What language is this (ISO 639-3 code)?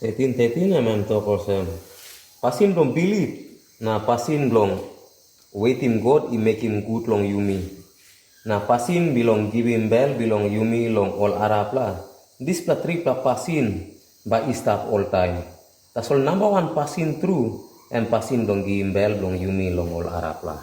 tpi